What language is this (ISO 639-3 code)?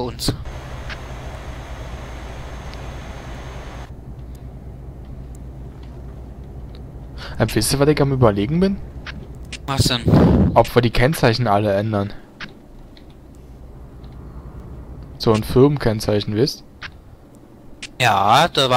deu